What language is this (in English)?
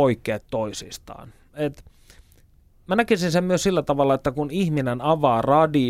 Finnish